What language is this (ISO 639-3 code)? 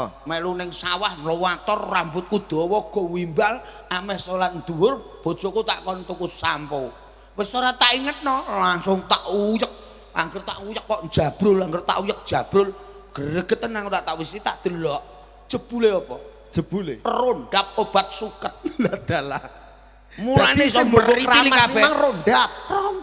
jav